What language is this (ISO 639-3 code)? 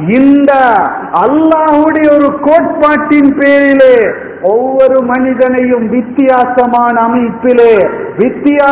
tam